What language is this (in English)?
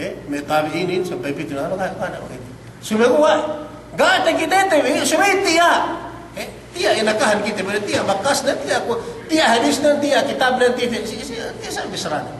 Yakan